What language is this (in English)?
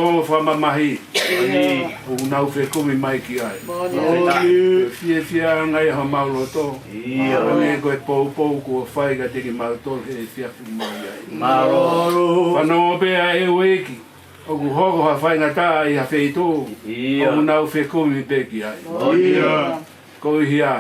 Tongan